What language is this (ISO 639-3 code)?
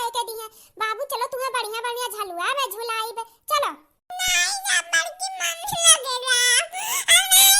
awa